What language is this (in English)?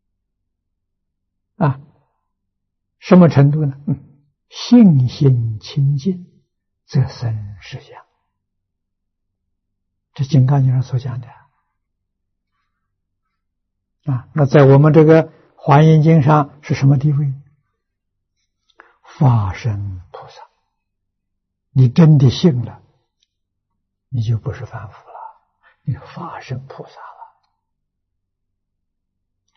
Chinese